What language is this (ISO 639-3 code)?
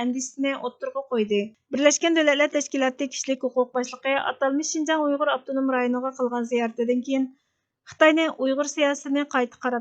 uig